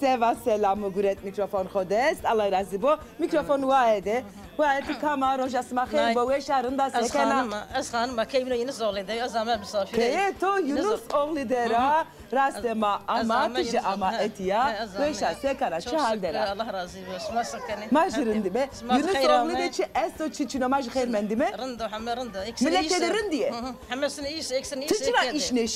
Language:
Zaza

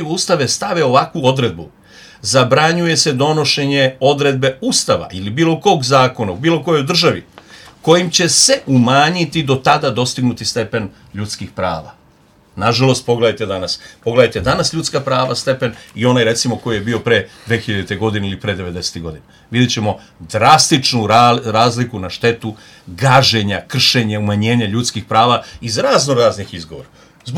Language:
Serbian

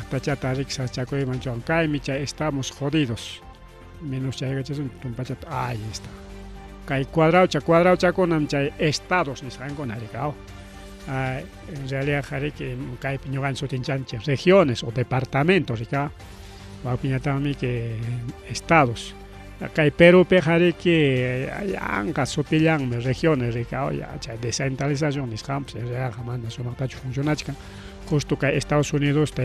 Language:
Ayacucho Quechua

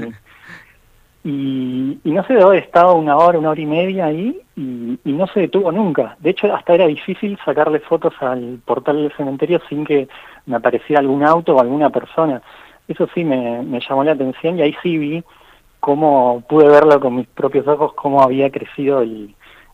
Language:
Spanish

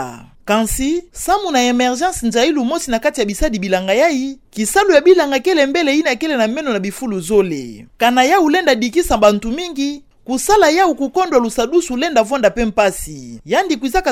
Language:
Kituba (Democratic Republic of Congo)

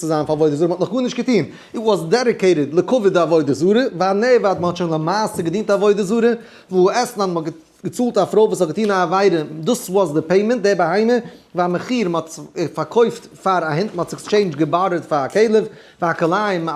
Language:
Yiddish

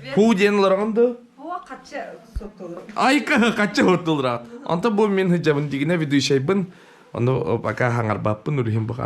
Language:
Yakut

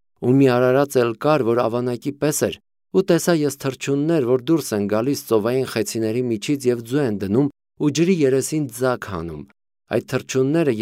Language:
Armenian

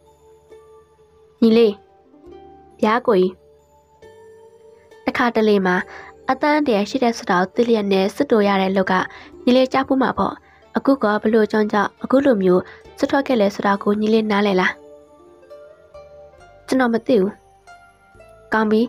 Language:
Burmese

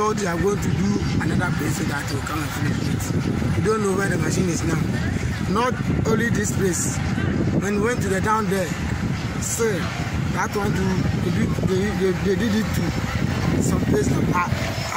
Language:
Ewe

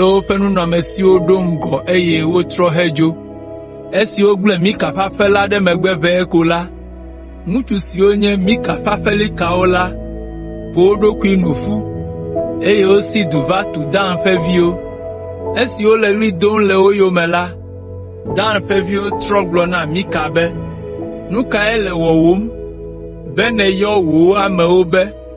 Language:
Ewe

